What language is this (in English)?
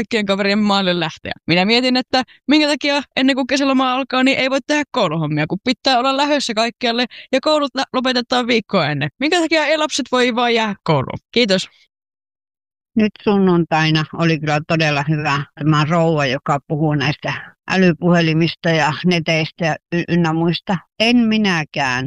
Finnish